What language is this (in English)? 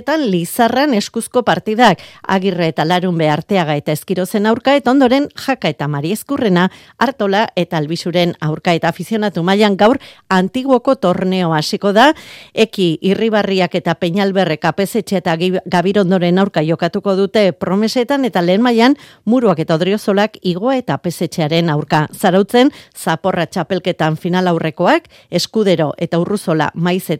Basque